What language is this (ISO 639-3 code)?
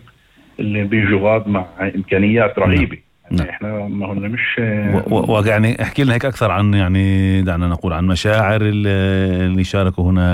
apc